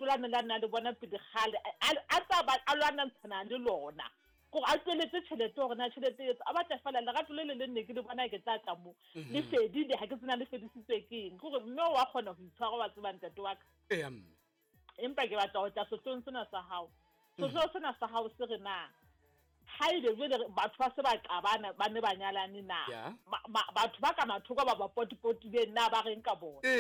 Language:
Southern Sotho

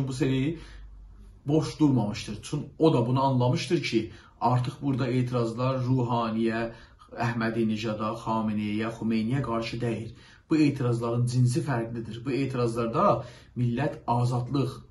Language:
South Azerbaijani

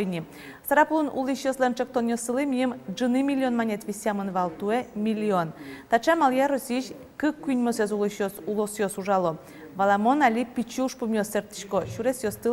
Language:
Udmurt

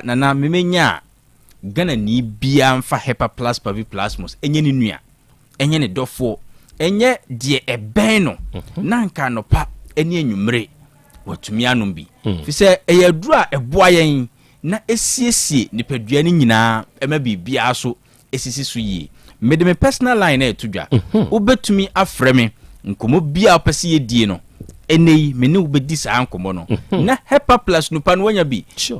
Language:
Akan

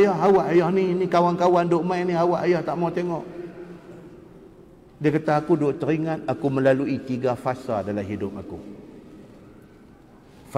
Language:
Malay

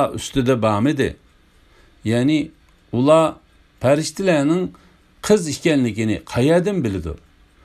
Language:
Uyghur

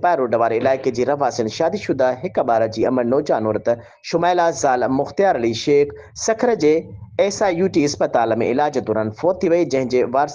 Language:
Sindhi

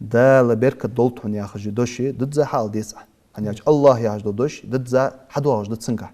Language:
Ingush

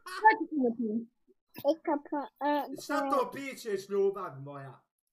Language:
Bosnian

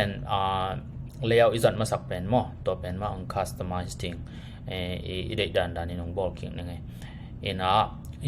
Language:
Tedim Chin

